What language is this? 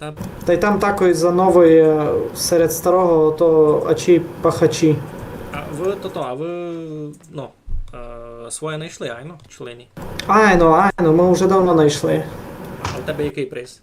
Rusyn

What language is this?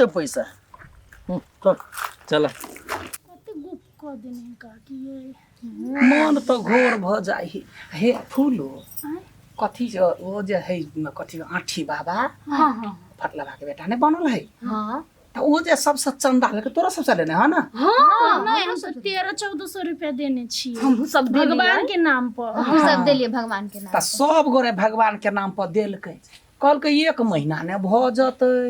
Maithili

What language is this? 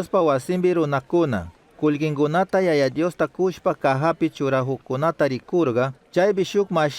Chimborazo Highland Quichua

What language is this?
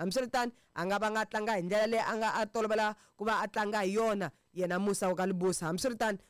Tsonga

